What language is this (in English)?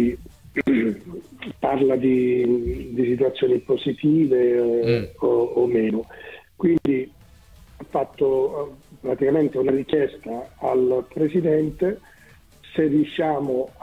Italian